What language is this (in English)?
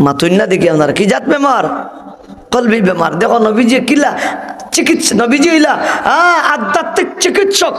Sylheti